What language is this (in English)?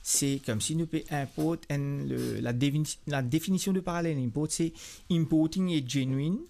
Morisyen